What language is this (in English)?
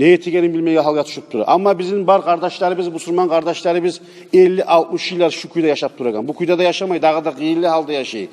Kumyk